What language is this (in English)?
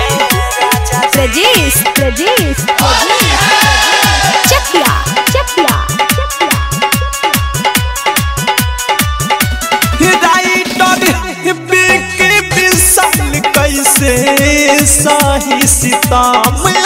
Bhojpuri